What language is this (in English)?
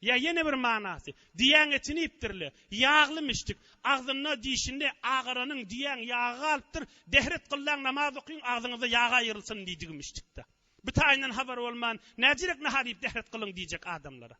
Turkmen